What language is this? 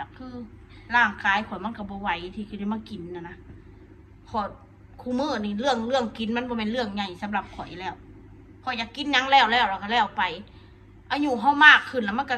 Northeastern Thai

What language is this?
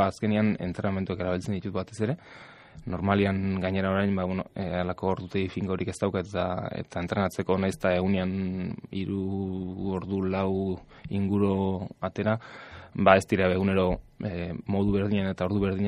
Basque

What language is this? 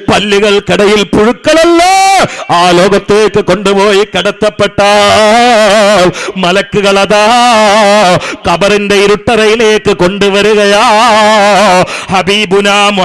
Malayalam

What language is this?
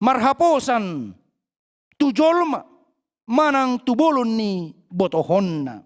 Batak Toba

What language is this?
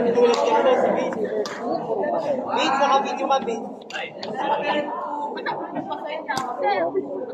Filipino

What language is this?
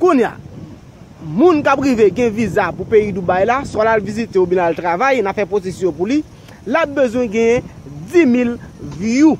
Haitian Creole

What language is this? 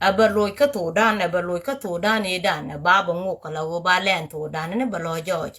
Nuer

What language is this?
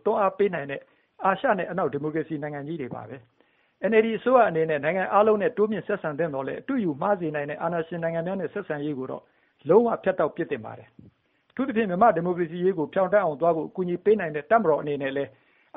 Burmese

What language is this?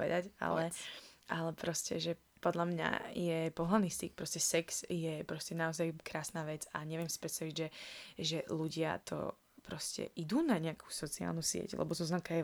Slovak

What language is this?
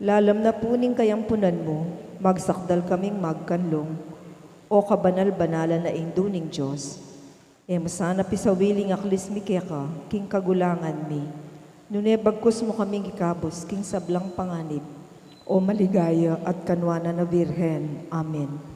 Pampanga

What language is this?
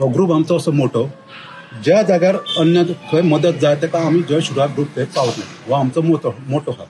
Konkani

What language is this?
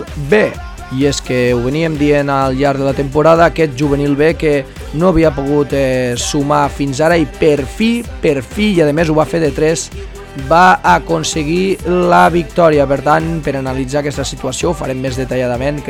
Catalan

